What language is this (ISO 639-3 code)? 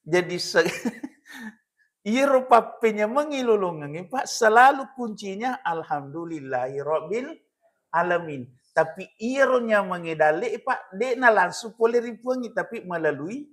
bug